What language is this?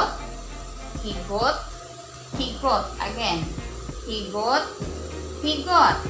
Waray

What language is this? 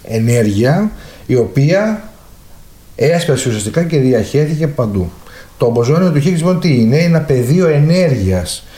Greek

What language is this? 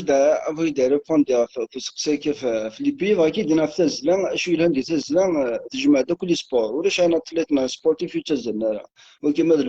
Kabyle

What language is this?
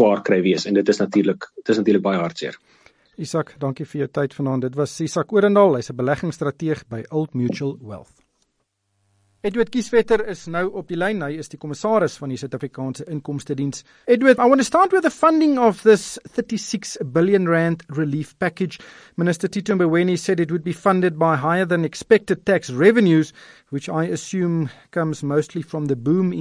Afrikaans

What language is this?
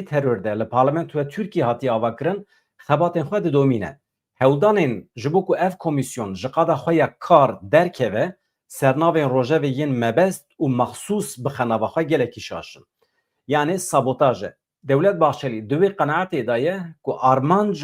Kurdish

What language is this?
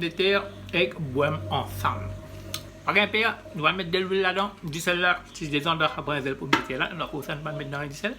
Morisyen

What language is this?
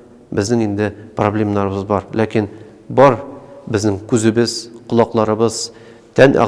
Tatar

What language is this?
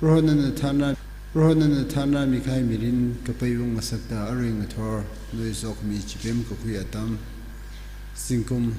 Tangkhul Naga (India)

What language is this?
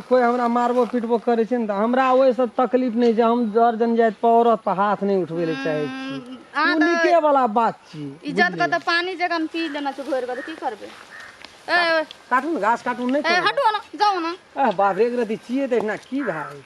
Maithili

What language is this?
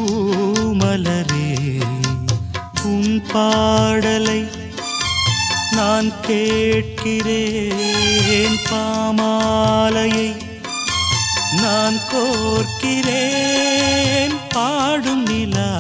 Tamil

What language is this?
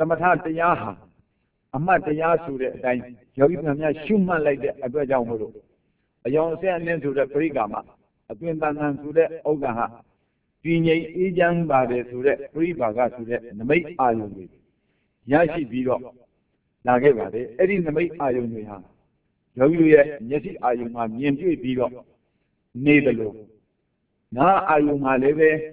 Burmese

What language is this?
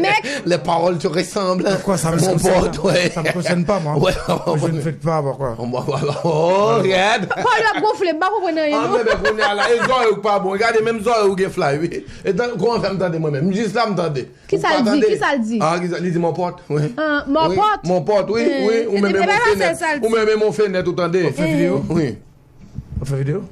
Haitian Creole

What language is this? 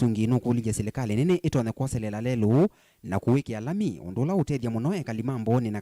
Kamba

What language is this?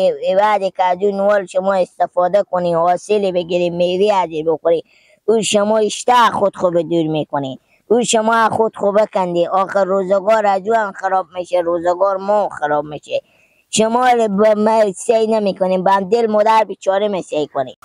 Hazaragi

